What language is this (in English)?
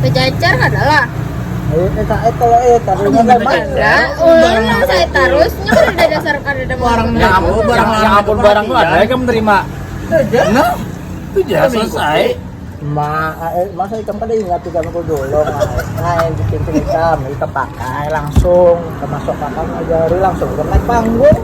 Banjar